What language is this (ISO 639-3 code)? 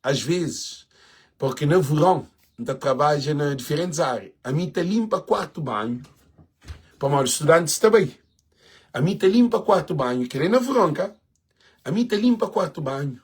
kea